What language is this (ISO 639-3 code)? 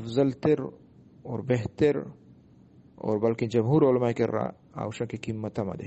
bgp